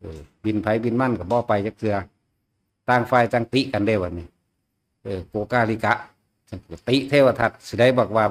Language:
Northeastern Thai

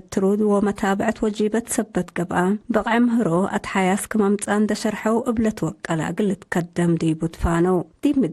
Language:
Tigre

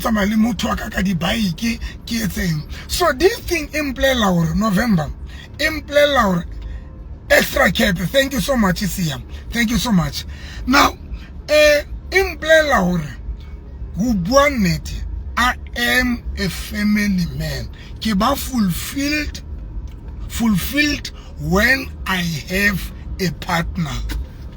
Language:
Southern Sotho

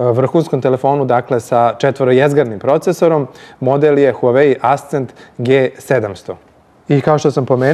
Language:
Serbian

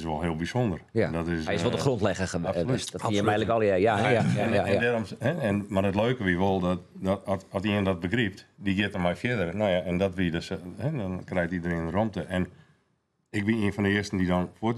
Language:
Western Frisian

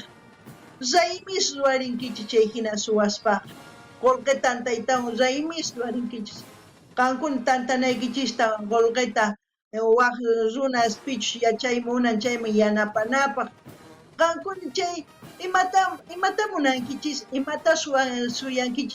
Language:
South Bolivian Quechua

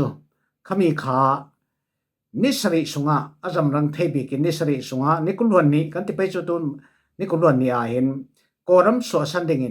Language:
Falam Chin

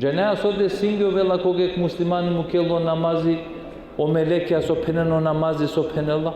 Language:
Balkan Romani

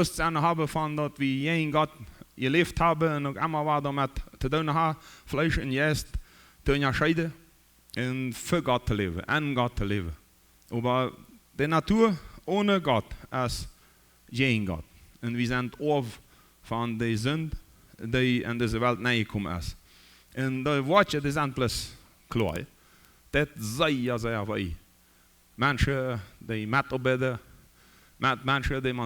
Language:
Plautdietsch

